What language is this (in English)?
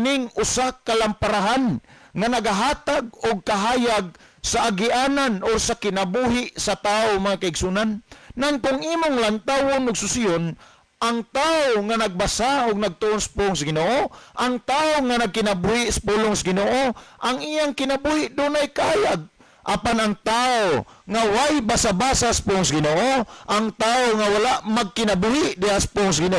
Cebuano